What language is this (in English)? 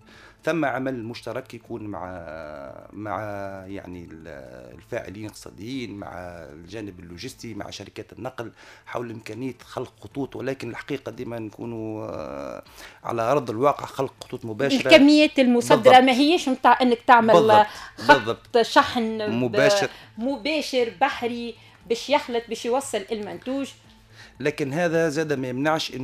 Tunisian Arabic